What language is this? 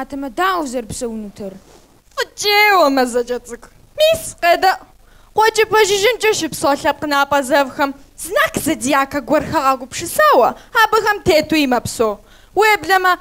Kabardian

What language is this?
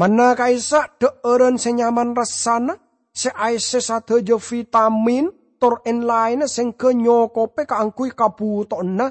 Madurese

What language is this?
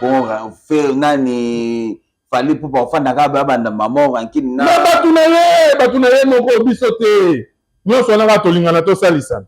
Lingala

